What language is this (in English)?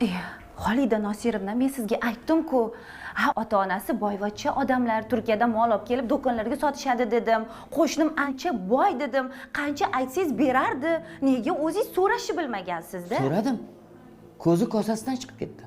Uzbek